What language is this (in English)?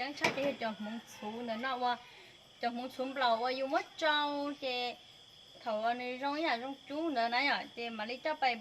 Hmong